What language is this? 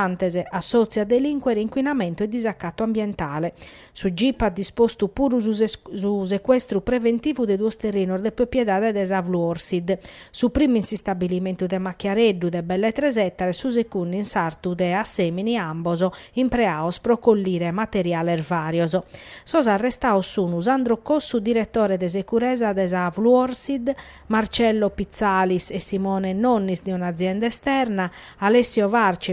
Sardinian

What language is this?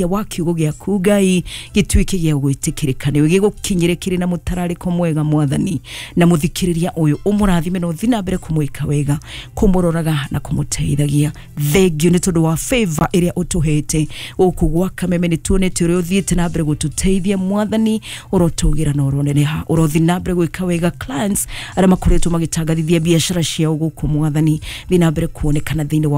Kikuyu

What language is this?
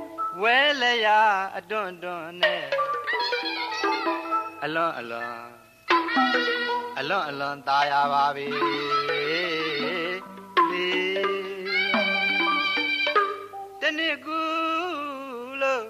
Burmese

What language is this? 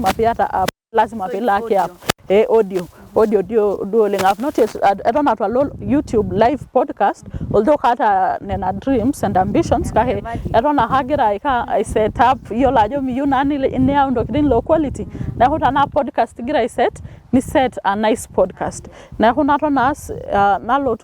Masai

